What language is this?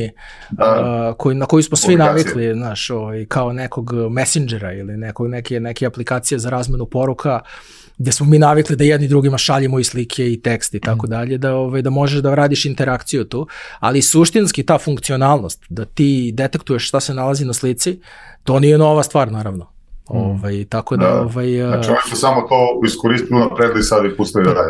Serbian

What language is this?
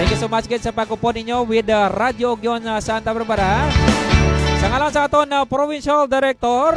Hiligaynon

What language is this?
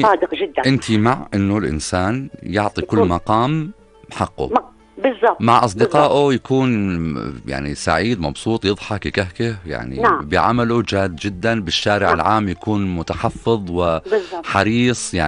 North Levantine Arabic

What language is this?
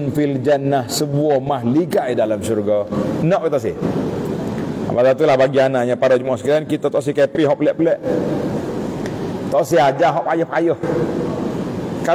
Malay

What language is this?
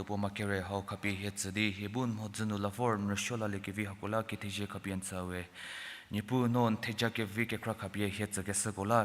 Angami Naga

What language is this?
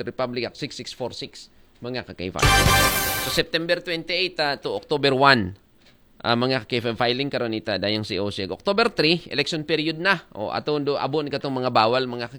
Aklanon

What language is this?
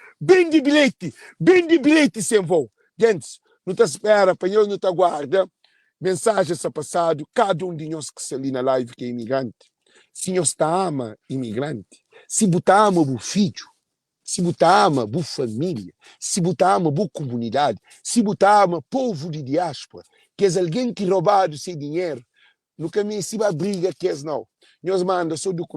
Kabuverdianu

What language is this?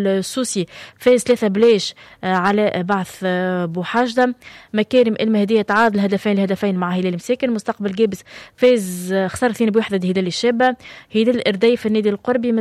Tunisian Arabic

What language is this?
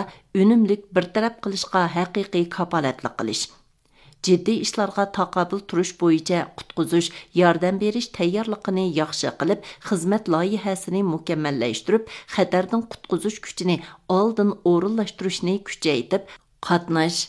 Uyghur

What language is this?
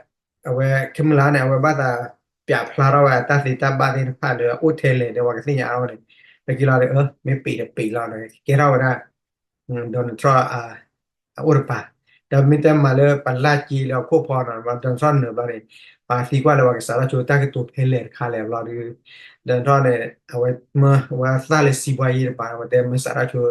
S'gaw Karen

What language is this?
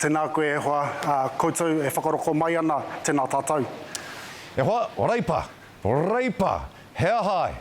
Māori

